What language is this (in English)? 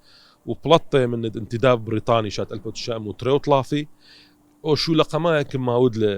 Assyrian Neo-Aramaic